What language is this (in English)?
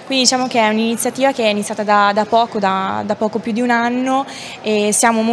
Italian